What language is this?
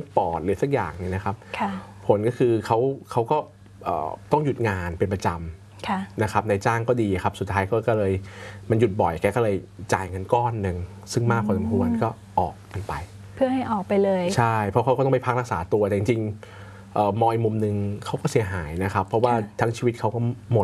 Thai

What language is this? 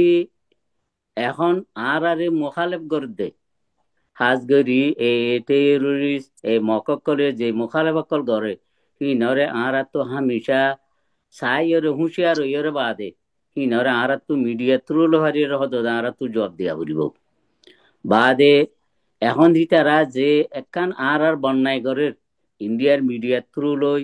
Rohingya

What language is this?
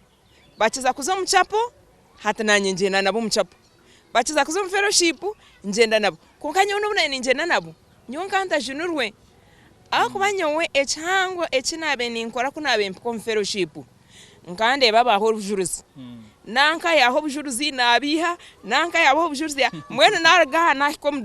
Nyankole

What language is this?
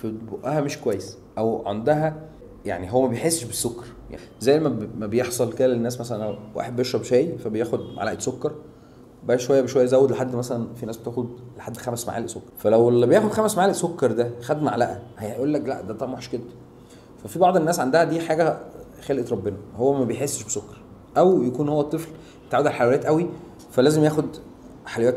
Egyptian Arabic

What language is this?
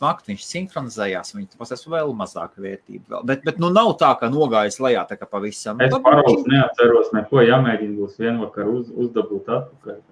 Latvian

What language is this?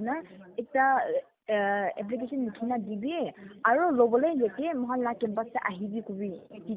Naga Pidgin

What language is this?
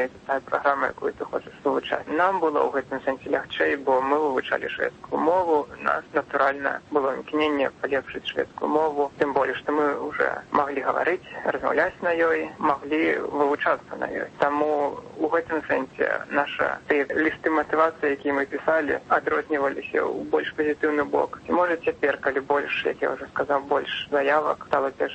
Belarusian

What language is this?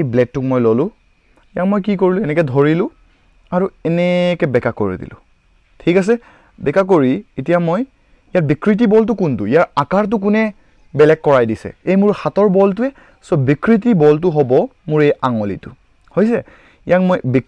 Assamese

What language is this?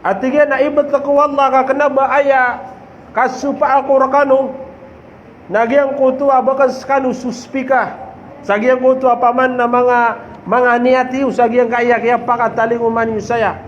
Maranao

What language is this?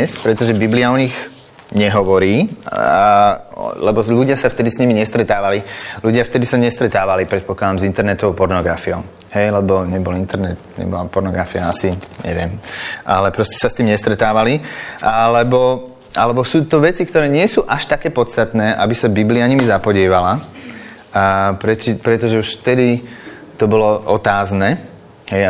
Slovak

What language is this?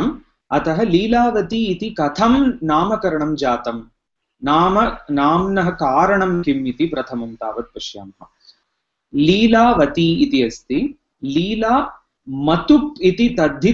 Sanskrit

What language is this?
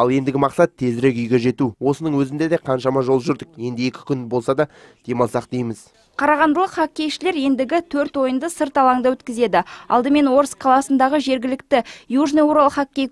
Kazakh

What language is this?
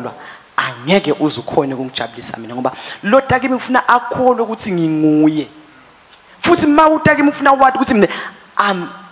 Swati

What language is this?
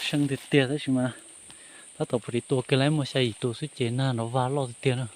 Hmong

